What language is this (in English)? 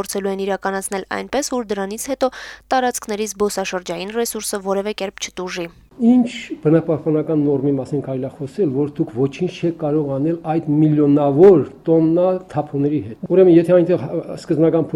Armenian